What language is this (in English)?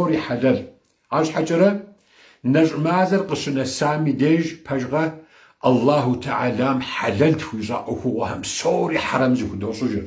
Kabardian